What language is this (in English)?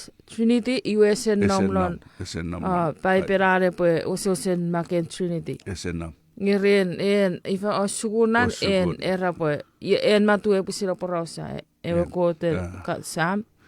Chuukese